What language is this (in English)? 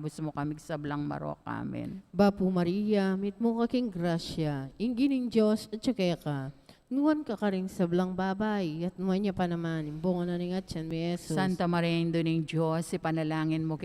Pampanga